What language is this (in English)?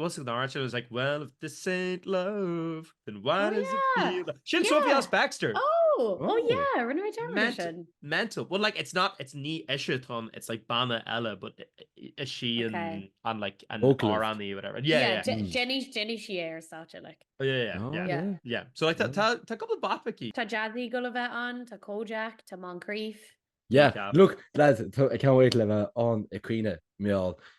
Irish